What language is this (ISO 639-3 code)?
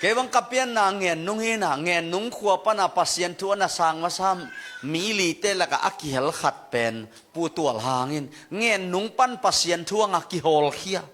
ctd